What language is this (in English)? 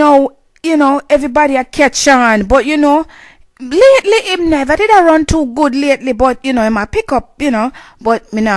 Jamaican Creole English